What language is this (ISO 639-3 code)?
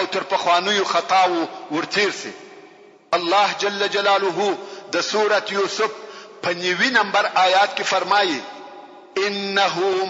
pus